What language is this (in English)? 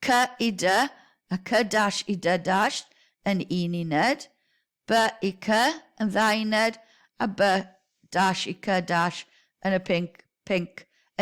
Welsh